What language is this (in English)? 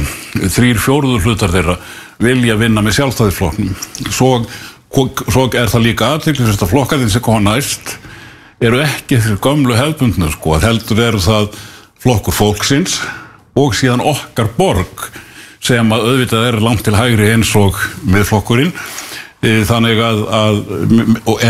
Icelandic